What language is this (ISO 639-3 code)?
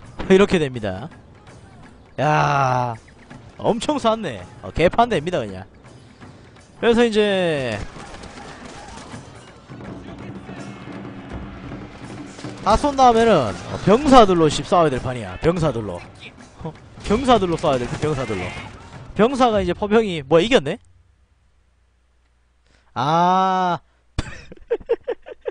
kor